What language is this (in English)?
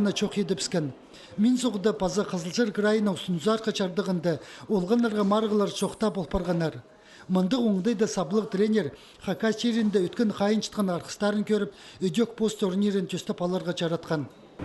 Khakas